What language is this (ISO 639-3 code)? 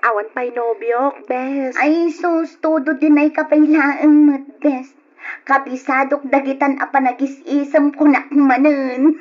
ilo